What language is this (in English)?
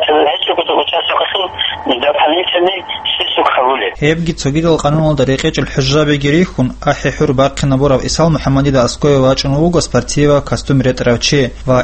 Avaric